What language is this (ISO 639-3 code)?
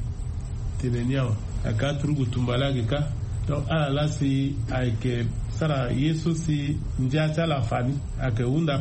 sag